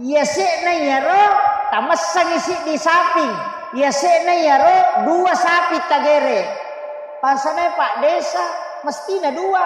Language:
Buginese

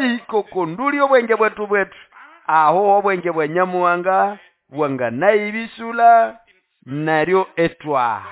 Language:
Nande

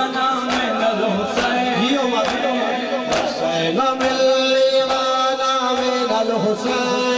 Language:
Urdu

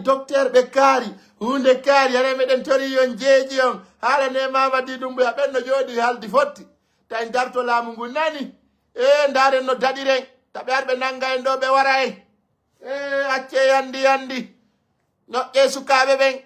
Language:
Fula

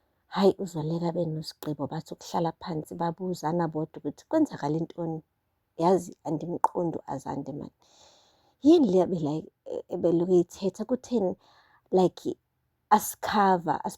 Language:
Zulu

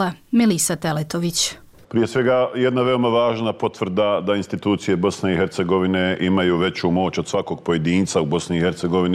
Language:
Bosnian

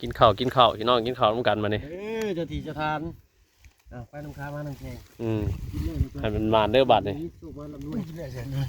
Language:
Northeastern Thai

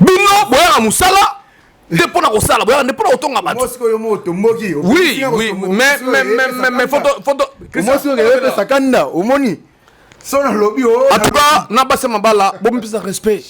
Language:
Lingala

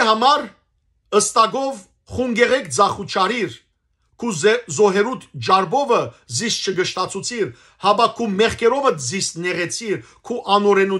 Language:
Western Armenian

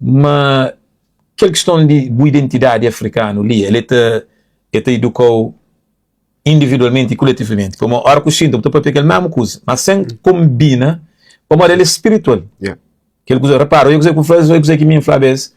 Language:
Kabuverdianu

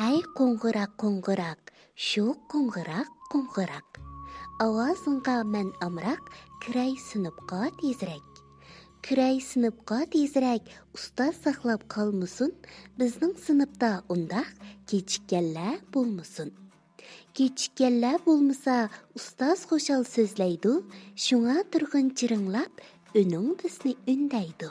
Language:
Uyghur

